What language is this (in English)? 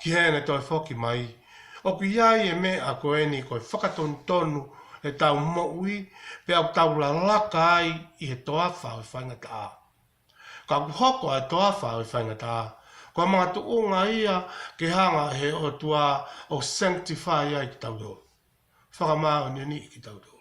Tongan